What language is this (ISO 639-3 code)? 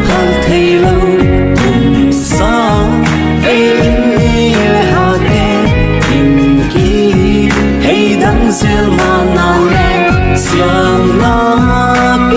ctd